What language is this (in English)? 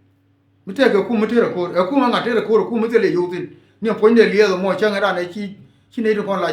Nuer